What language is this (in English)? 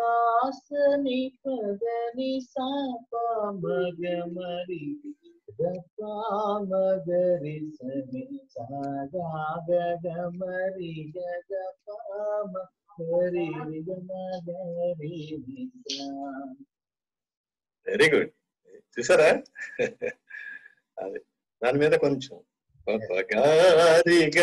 Telugu